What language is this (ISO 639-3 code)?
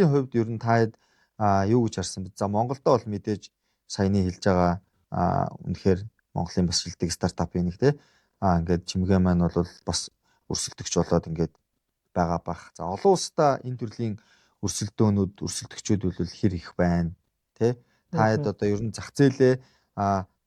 mon